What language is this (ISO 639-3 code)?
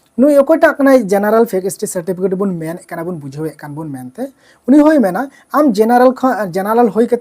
sat